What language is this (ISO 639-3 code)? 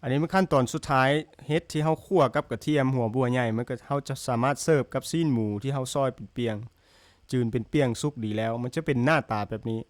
lao